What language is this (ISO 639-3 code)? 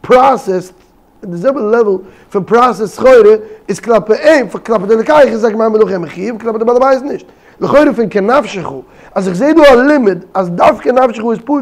yid